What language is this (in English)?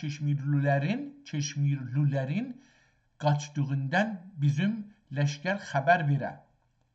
South Azerbaijani